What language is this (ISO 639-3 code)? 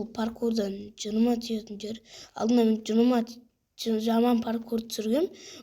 kaz